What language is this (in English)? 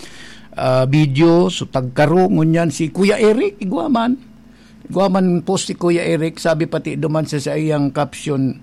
Bikol